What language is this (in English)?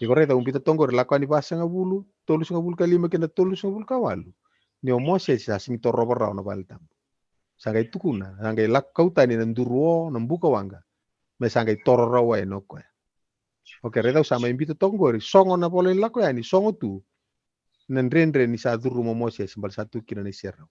Fijian